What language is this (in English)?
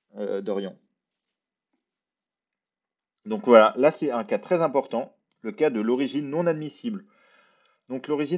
French